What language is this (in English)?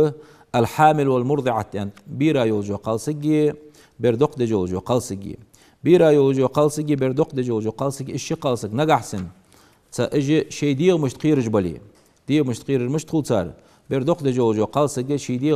Ingush